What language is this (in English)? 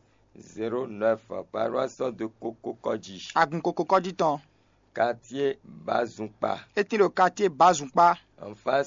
Fon